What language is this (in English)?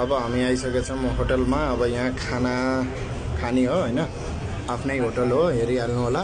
Nepali